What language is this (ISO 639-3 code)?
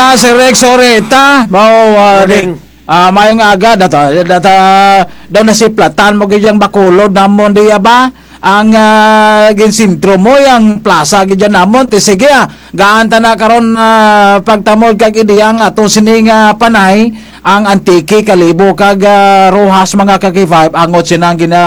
krj